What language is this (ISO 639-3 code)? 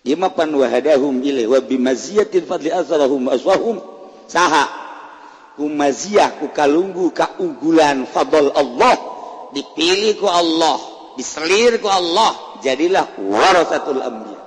sun